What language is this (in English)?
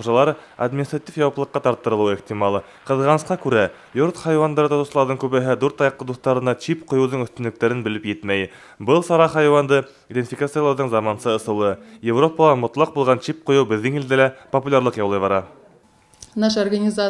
Bashkir